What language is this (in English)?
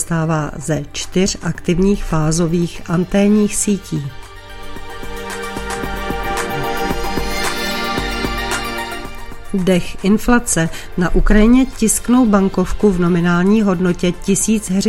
Czech